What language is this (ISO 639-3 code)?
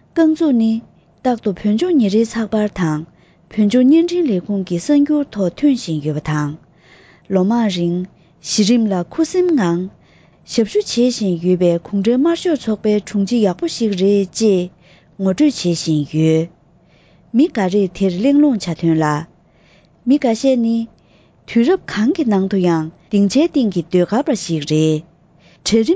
bod